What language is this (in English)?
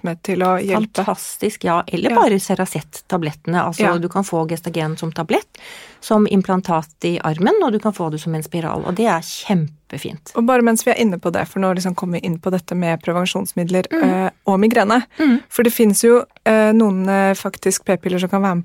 Norwegian